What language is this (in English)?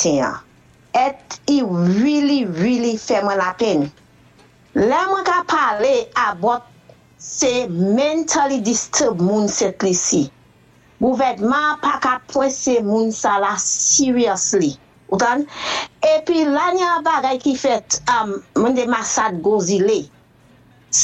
Saint Lucian Creole French